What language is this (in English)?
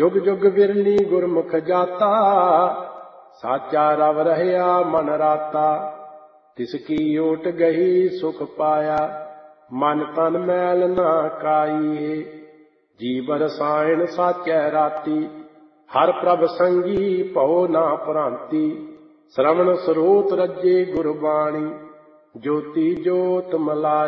Punjabi